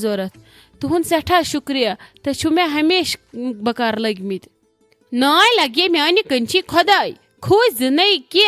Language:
Kashmiri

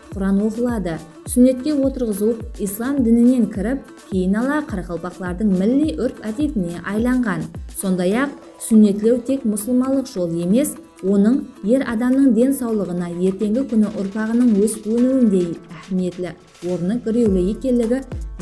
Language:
Kara-Kalpak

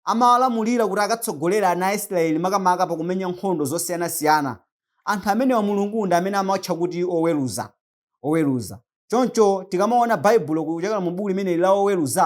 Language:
Nyanja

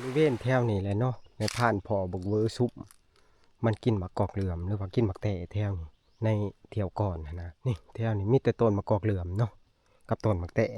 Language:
Northeastern Thai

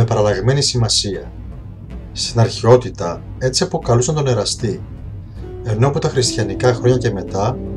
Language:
Greek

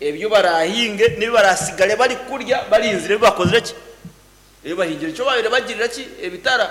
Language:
Nyankole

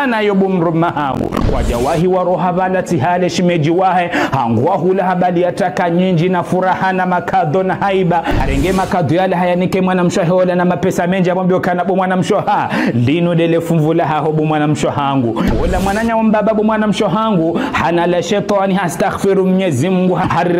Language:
Ngazidja Comorian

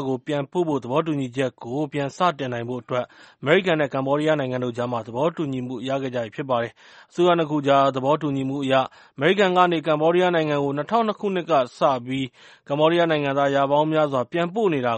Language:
Burmese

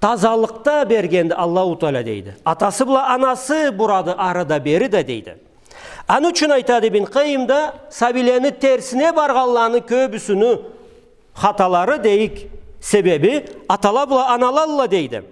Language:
Karachay-Balkar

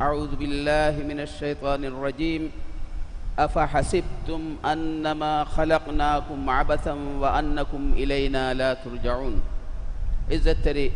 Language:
Divehi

